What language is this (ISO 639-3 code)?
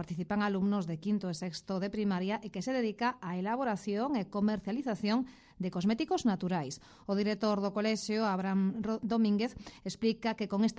glg